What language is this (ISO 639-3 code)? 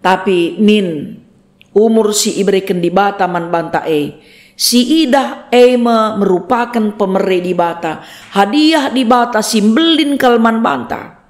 btx